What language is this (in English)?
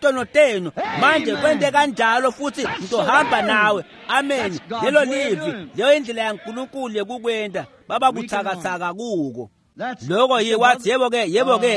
Swati